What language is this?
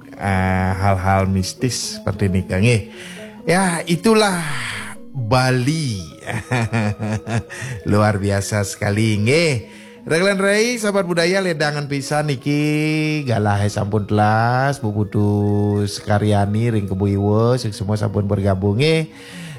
Balinese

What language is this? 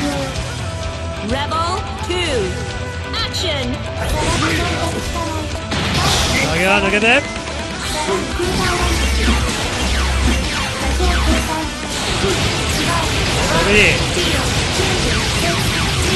Japanese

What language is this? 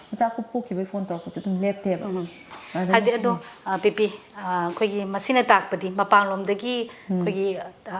Manipuri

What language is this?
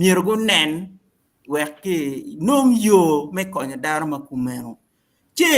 Acoli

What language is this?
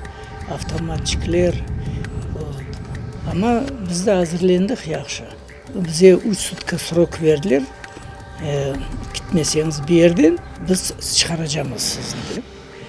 Crimean Tatar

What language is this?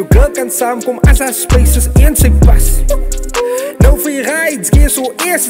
Afrikaans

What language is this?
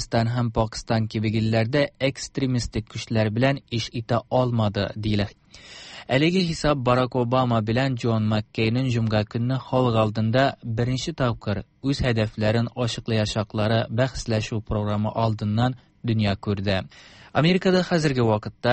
Tatar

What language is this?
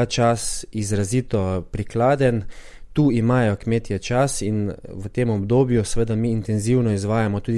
Slovenian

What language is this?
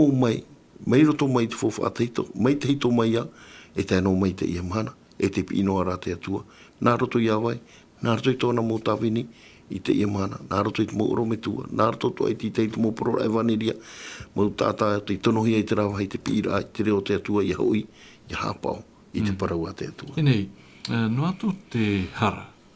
Tahitian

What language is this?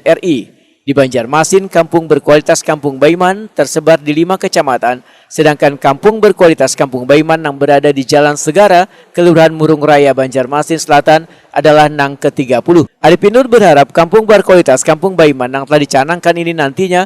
Banjar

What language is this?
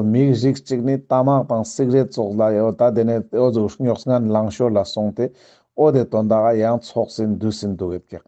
Ladakhi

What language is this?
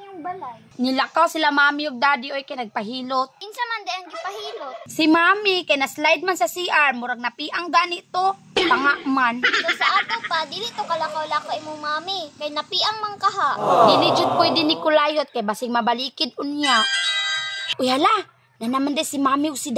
Cebuano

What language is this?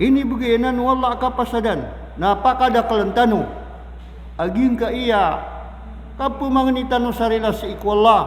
Maranao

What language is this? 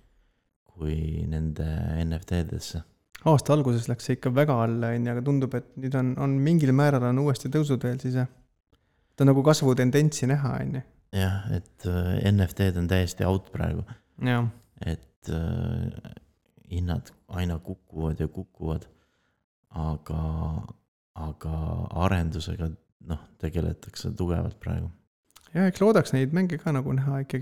Estonian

